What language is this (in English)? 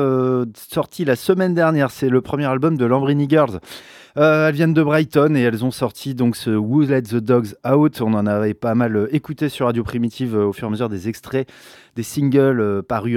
French